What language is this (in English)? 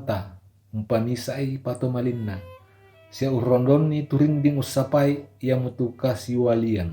Toraja-Sa'dan